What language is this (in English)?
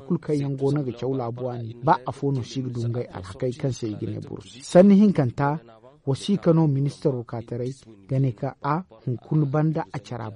Zarma